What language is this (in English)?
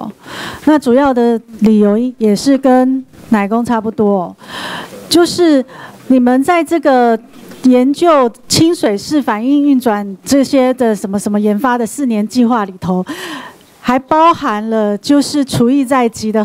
Chinese